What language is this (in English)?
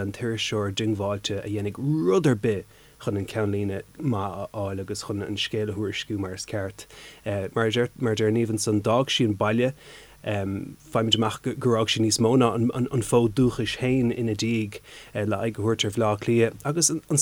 Irish